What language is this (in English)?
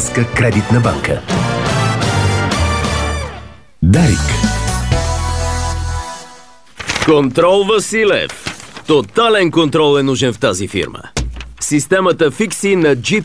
Bulgarian